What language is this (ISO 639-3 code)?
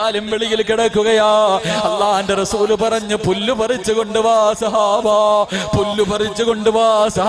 mal